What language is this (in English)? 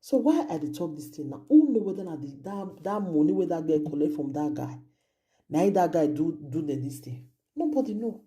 Nigerian Pidgin